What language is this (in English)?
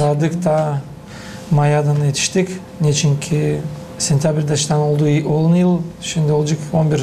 Gagauz